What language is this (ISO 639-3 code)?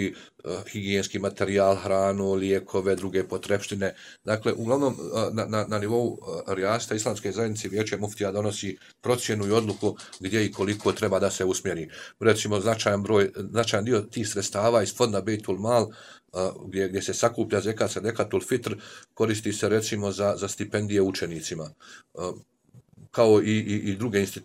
bos